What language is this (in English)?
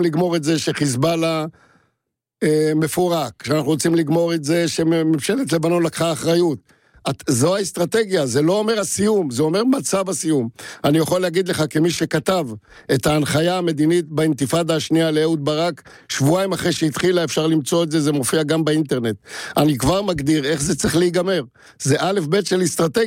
Hebrew